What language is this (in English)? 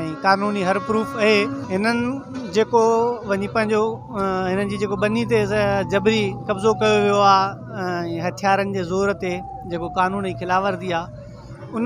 Sindhi